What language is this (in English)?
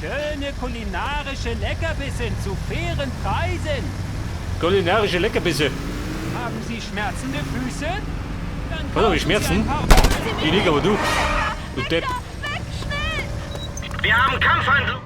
Bavarian